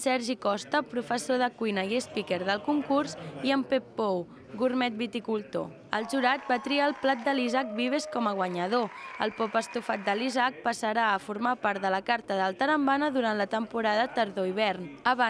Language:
Catalan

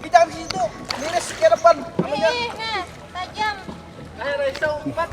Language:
Banjar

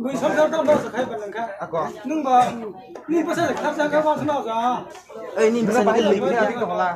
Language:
Kok Borok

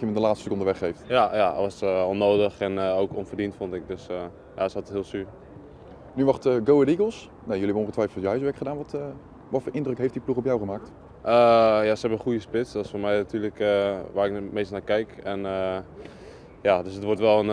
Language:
Dutch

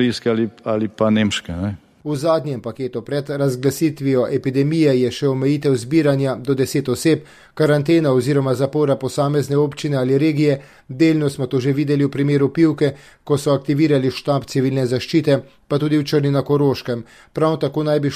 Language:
Slovenian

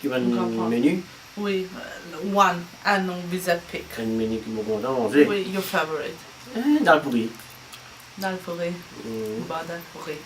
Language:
Morisyen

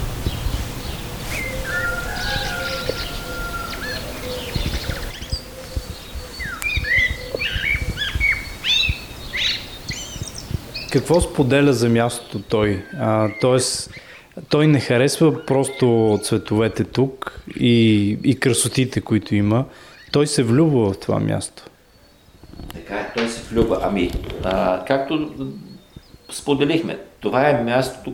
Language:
Bulgarian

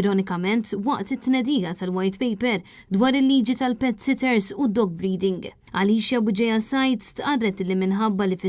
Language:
Maltese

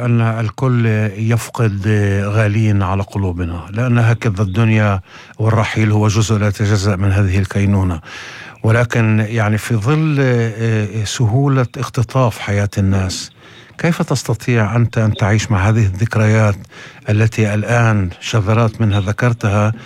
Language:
North Levantine Arabic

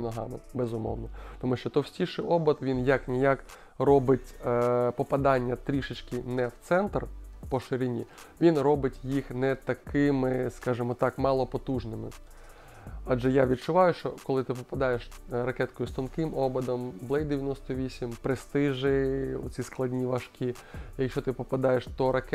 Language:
Ukrainian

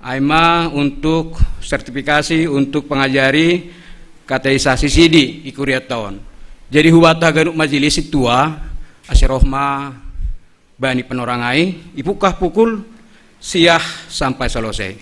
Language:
Batak Simalungun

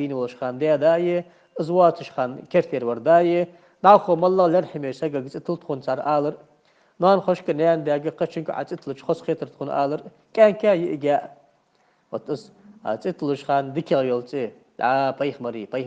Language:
Ingush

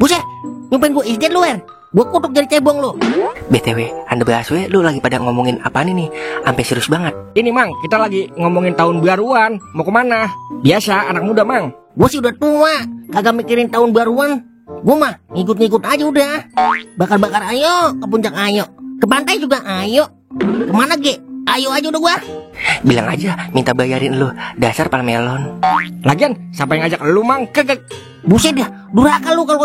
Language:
Betawi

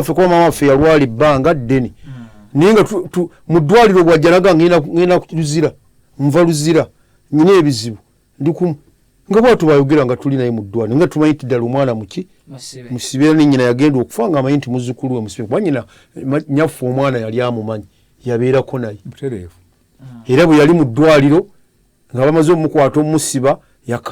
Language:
Ganda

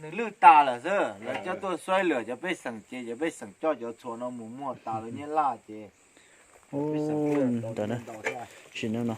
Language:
Hmong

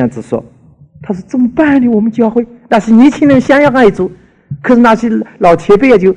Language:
Chinese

